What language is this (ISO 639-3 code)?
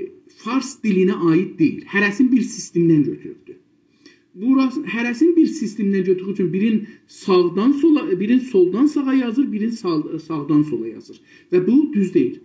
azb